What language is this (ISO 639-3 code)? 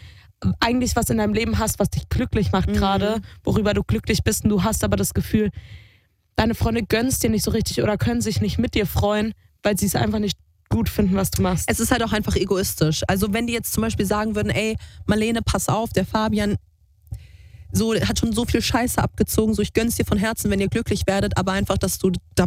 deu